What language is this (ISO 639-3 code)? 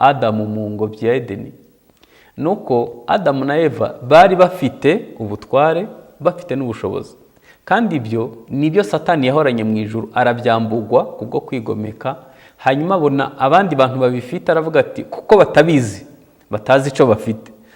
kin